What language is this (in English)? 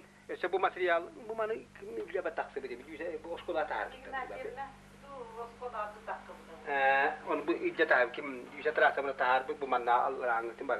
Yakut